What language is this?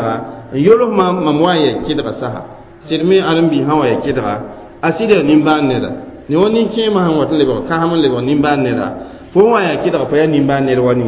Mossi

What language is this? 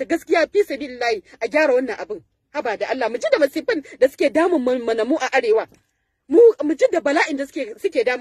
Hausa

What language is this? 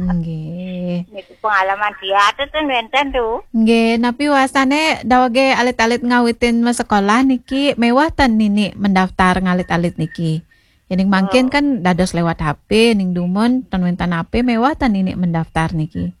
Balinese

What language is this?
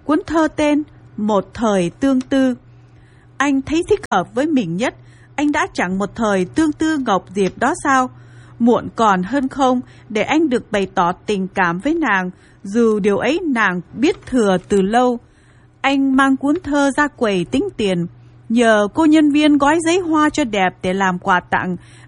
Vietnamese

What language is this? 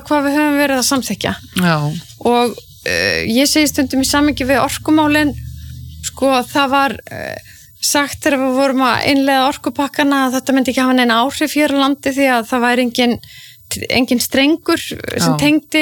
Icelandic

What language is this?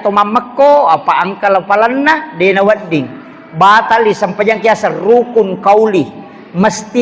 Buginese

